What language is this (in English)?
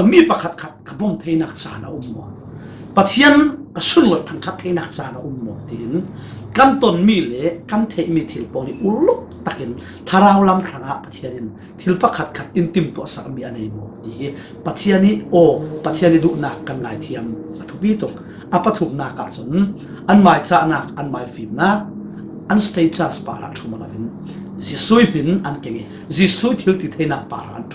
Falam Chin